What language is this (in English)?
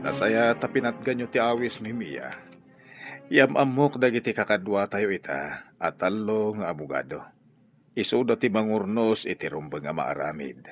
Iloko